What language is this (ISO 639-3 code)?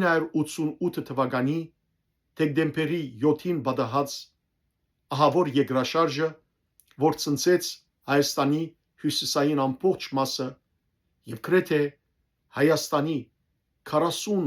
hyw